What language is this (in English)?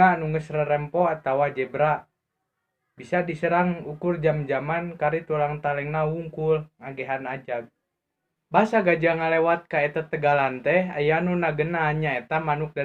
Sundanese